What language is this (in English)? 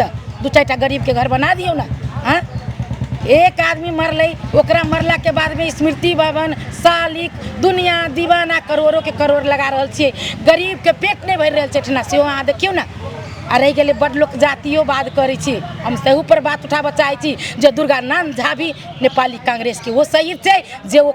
Maithili